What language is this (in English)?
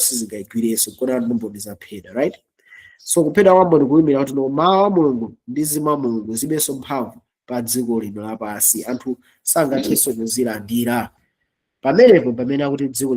Nyanja